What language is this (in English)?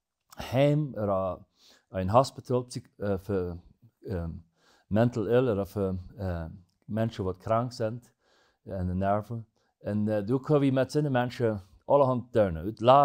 Plautdietsch